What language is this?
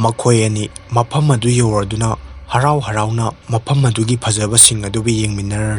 Manipuri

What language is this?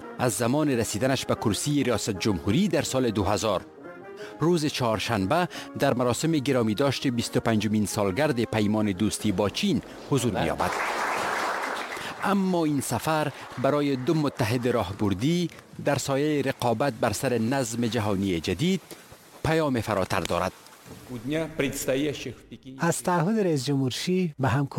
Persian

